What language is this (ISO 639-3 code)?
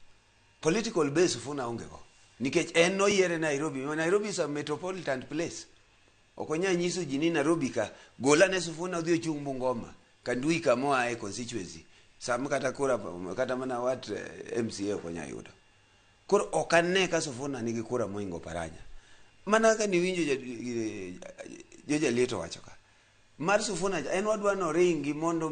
luo